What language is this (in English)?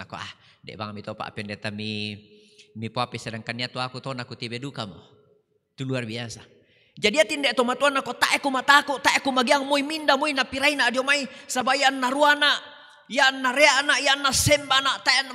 Toraja-Sa'dan